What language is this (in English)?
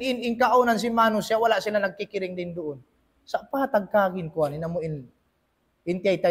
Tausug